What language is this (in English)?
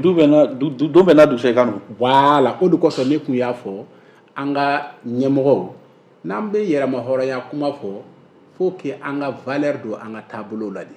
Bambara